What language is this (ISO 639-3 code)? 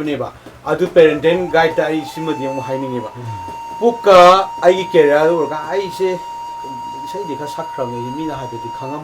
mni